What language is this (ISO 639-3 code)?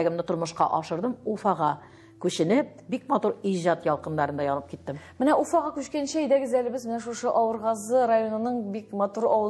tat